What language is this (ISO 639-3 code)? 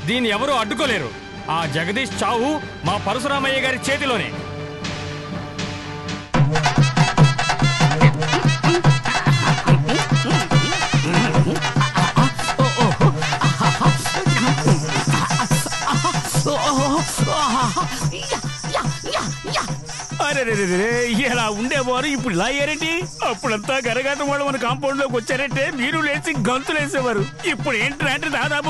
tel